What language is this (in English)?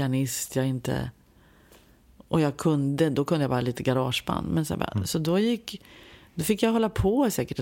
Swedish